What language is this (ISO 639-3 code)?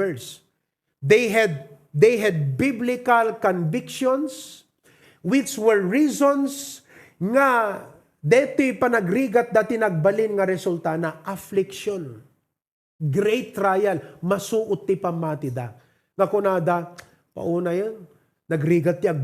ilo